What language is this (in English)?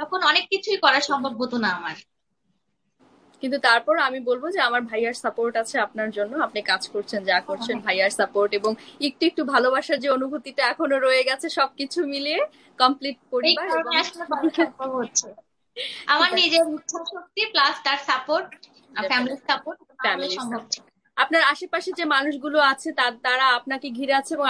Bangla